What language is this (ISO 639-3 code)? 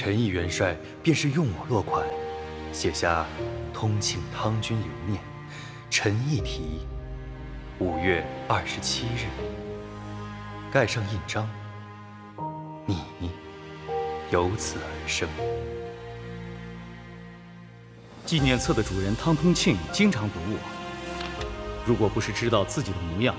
zho